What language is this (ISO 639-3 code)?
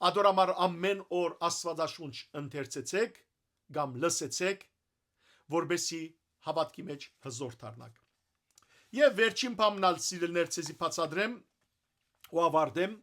hyw